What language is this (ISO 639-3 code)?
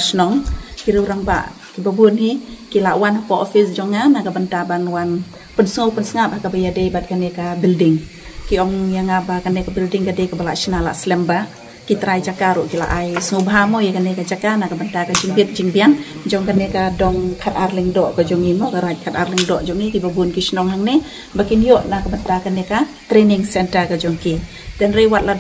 kha